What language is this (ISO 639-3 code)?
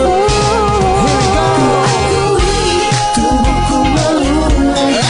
ind